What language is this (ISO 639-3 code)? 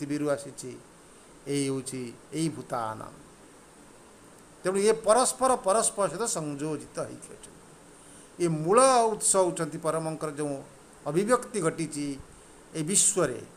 ori